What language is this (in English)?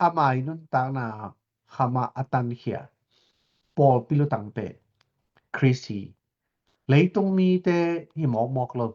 Tedim Chin